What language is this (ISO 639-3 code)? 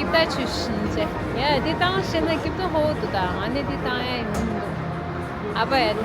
bod